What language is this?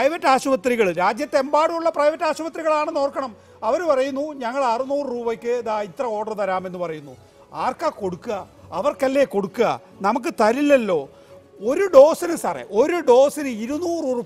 Malayalam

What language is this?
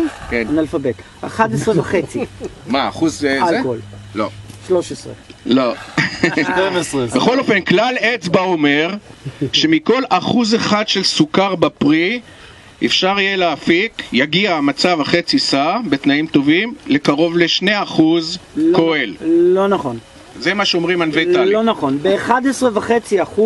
Hebrew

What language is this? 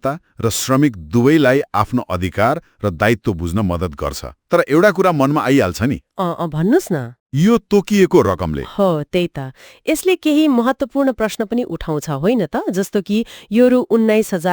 Nepali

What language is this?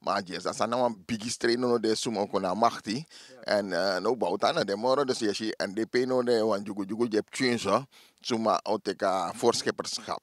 Sranan Tongo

